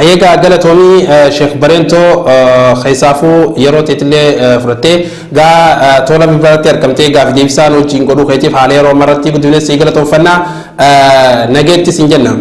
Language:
Oromo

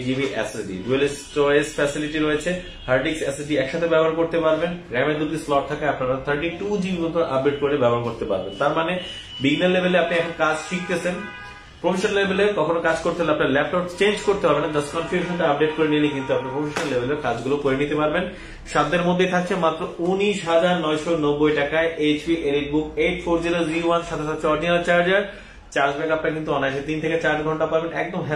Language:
Bangla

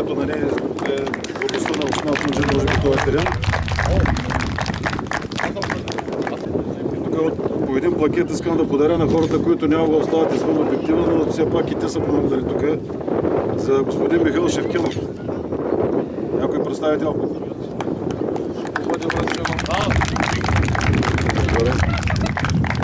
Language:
Bulgarian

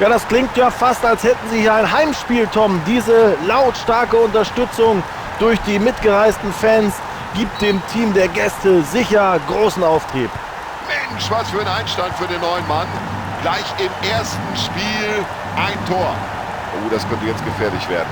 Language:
Bavarian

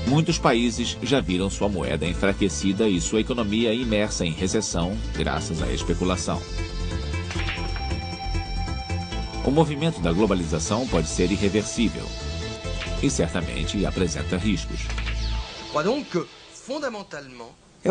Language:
Portuguese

